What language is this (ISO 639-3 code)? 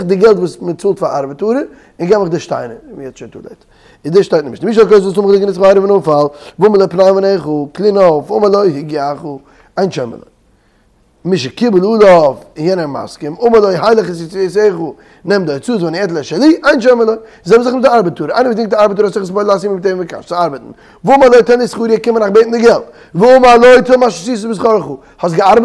yid